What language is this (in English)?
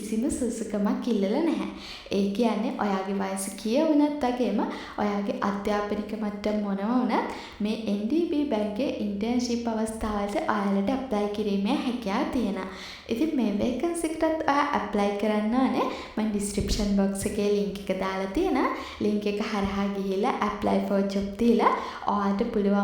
Sinhala